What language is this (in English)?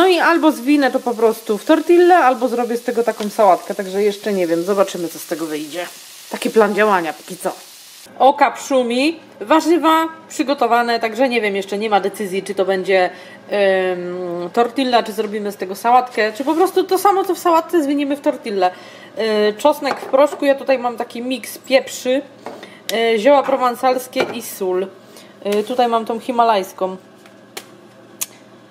Polish